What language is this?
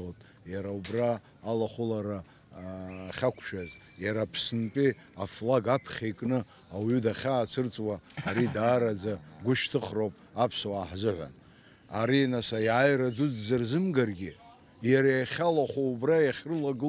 Abkhazian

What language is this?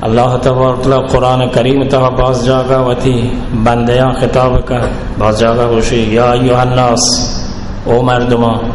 Baluchi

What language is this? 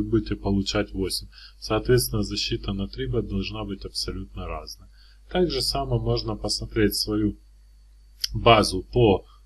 Russian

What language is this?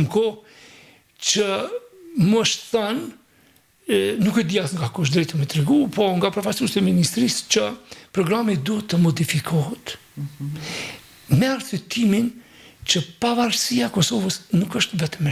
Albanian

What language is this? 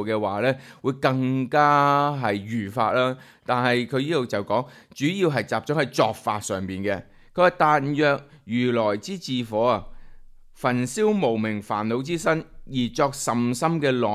Cantonese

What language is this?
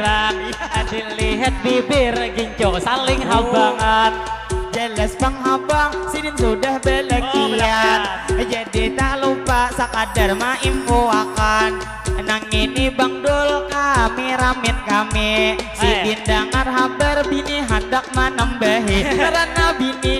Banjar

